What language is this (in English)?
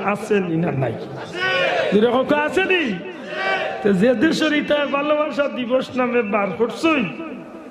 Sylheti